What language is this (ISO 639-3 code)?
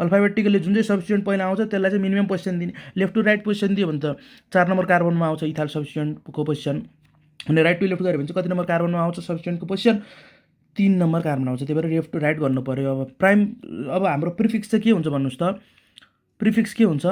nep